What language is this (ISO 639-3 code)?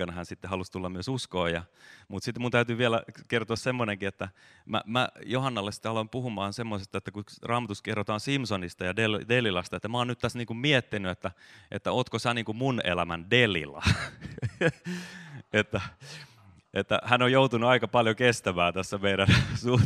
fin